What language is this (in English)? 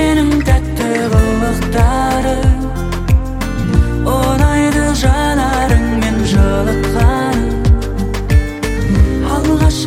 Kazakh